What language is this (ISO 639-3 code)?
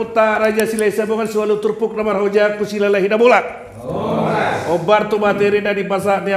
bbc